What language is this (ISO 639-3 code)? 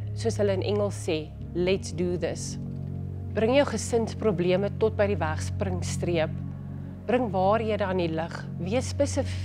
afr